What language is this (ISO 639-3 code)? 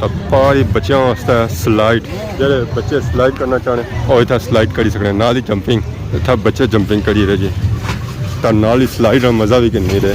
phr